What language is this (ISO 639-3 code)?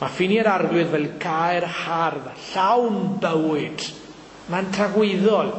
cym